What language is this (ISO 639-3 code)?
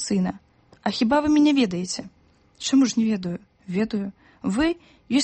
bel